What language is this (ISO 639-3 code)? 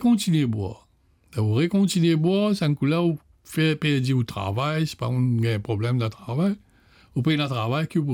mfe